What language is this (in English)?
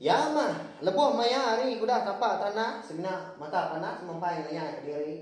Iban